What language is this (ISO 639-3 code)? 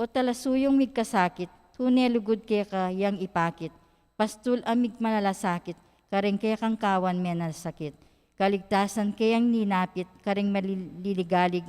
pam